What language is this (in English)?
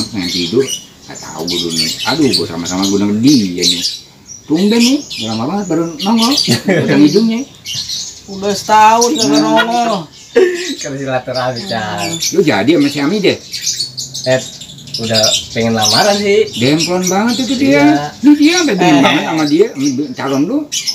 Betawi